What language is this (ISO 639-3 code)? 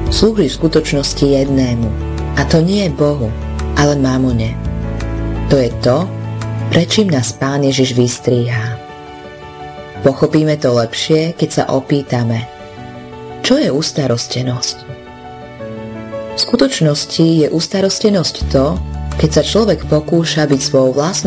slk